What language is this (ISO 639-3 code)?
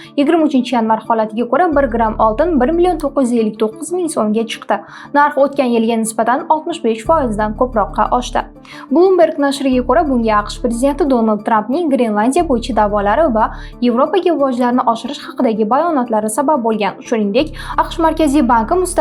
uzb